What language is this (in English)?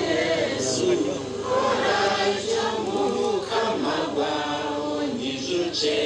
Nyankole